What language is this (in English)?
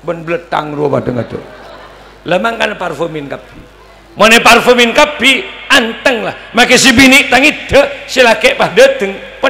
Madurese